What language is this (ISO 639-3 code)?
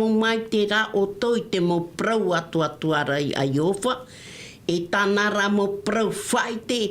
tah